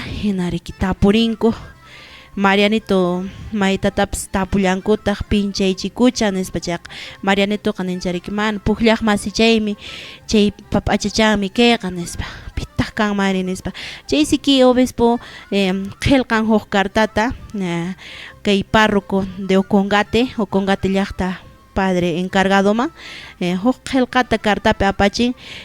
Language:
Quechua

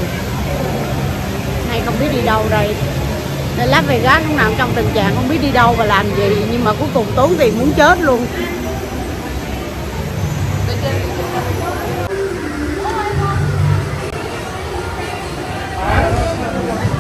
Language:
Vietnamese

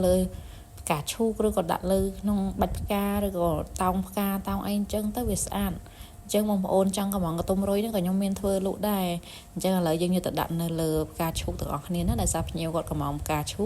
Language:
Khmer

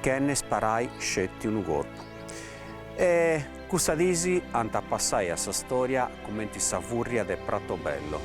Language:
Sardinian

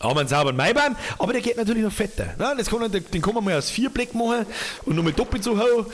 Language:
Bavarian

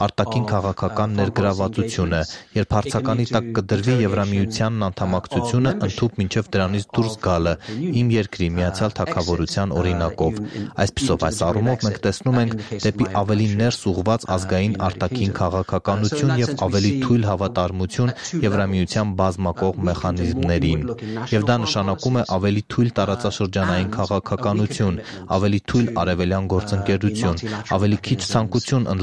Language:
Armenian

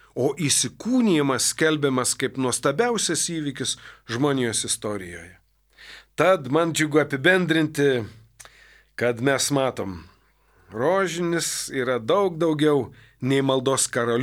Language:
Lithuanian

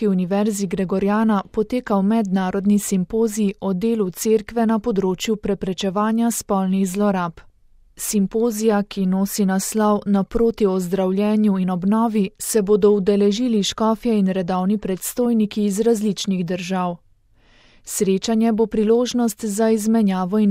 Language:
Slovenian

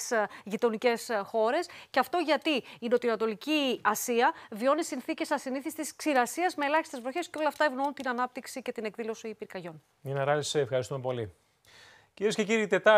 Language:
Greek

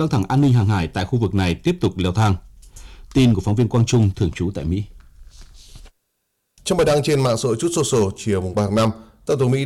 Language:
Vietnamese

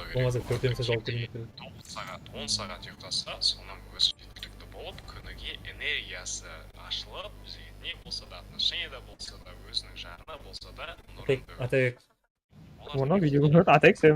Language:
Kara-Kalpak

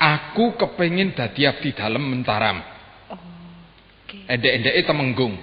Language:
Javanese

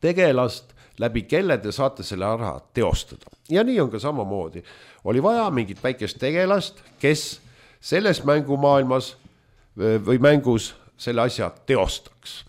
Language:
Estonian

